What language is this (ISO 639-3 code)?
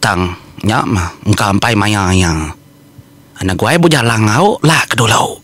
iba